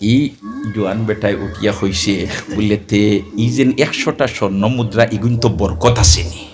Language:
Sylheti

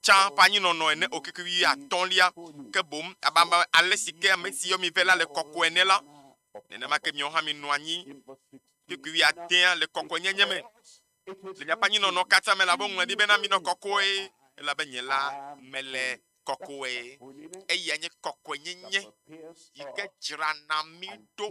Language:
Ewe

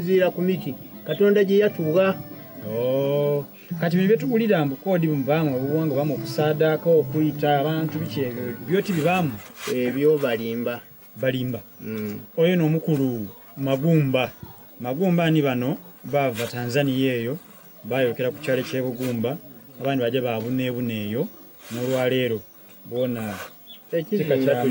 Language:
Soga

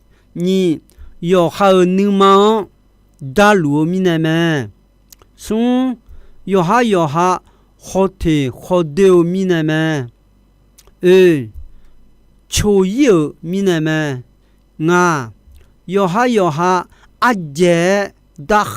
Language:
Akha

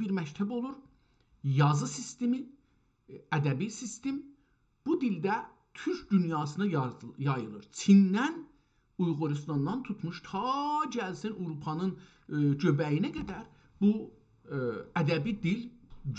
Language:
South Azerbaijani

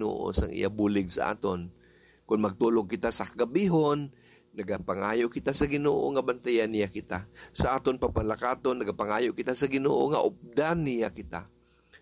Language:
Hiligaynon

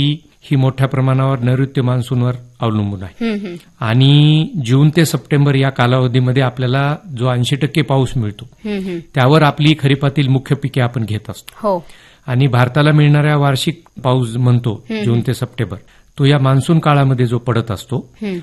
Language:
Marathi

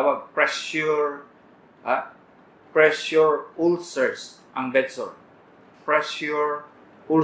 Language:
Cebuano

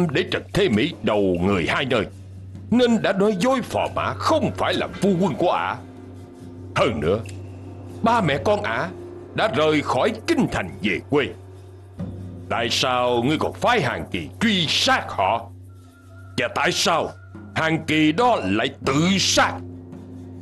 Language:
Vietnamese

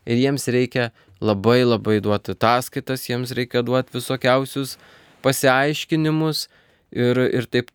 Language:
Lithuanian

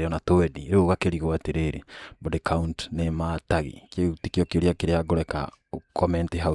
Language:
Kikuyu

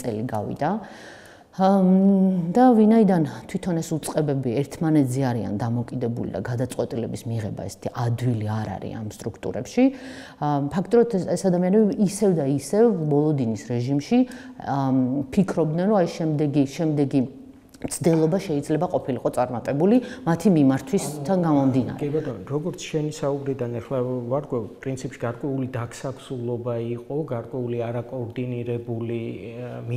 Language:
Georgian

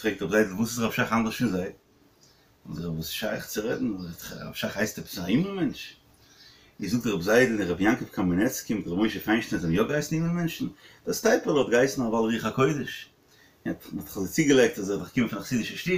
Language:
Yiddish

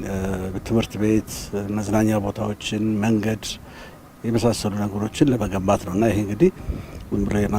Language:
Amharic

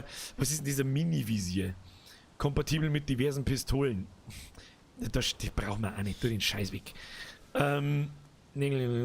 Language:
Bavarian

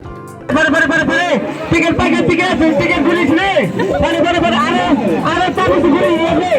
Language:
Kok Borok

